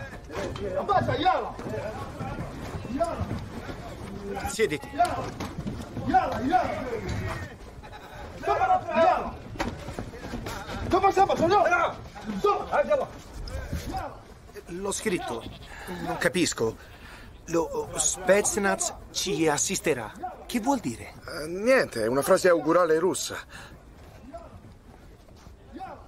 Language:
Italian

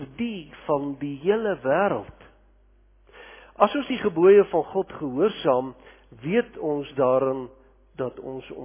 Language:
Afrikaans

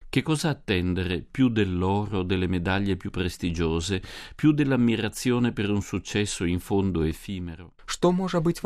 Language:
Belarusian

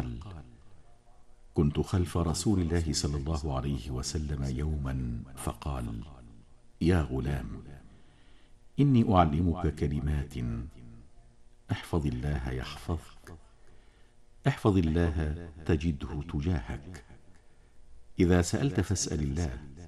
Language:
Arabic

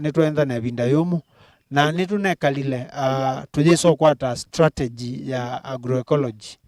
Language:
Kamba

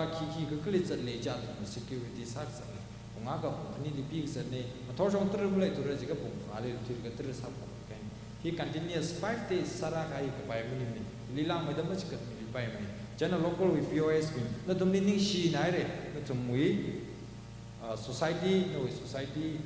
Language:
Tangkhul Naga (India)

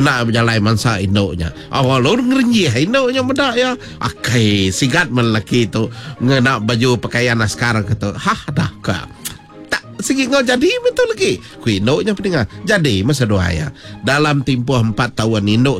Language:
Iban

